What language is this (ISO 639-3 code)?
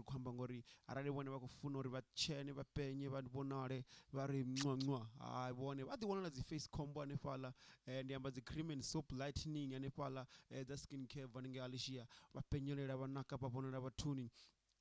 ven